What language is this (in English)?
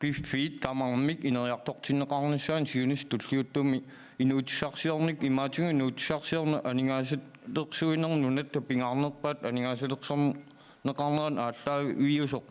Kalaallisut